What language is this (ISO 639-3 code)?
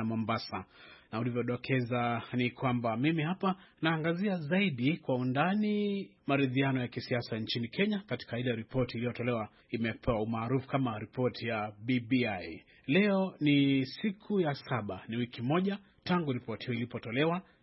swa